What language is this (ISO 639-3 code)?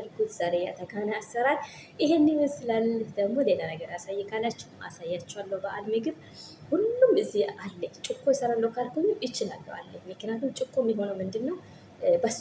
amh